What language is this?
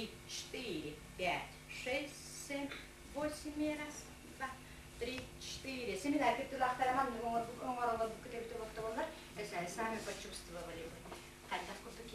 Yakut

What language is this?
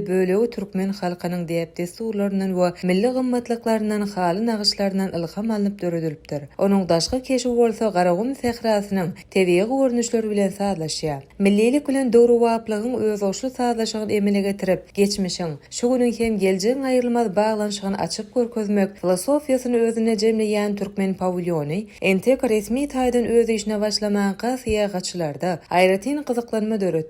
Turkmen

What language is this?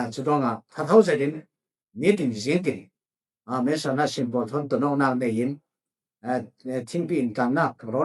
Falam Chin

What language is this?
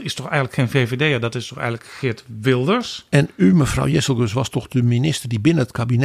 Dutch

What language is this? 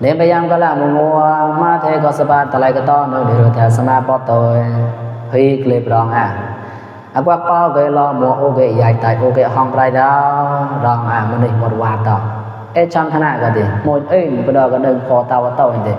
Mon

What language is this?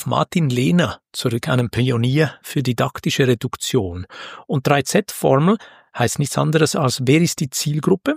German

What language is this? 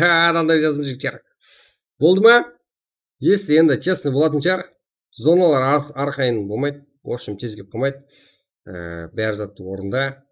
Kara-Kalpak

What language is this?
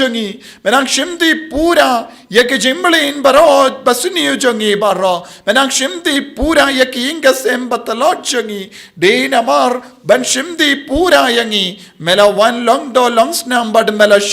Khasi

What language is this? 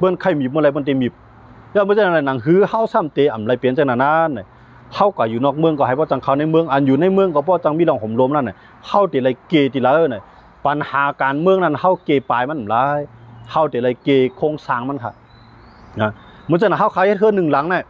Shan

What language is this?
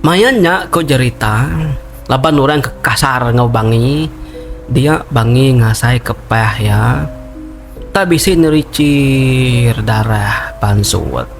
Iban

